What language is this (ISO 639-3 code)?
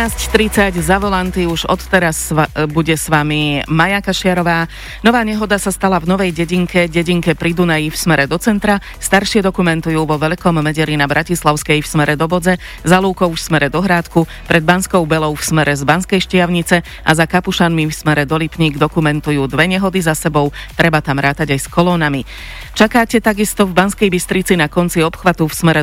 slk